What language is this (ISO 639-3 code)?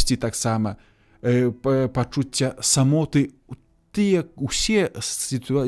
bel